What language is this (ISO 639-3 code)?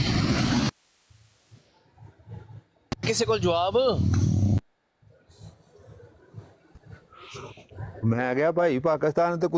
pan